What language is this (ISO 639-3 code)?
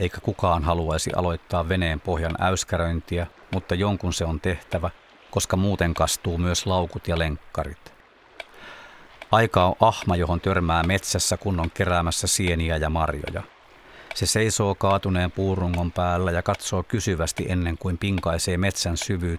fin